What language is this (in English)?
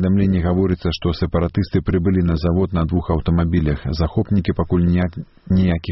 Belarusian